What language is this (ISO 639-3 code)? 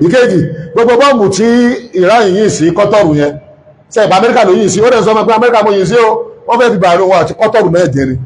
yor